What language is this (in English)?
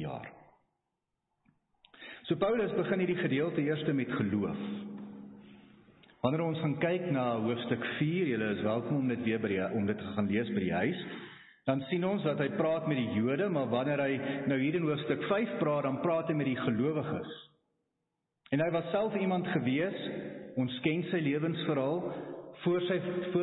Afrikaans